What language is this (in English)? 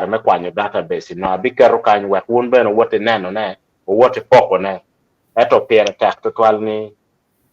Acoli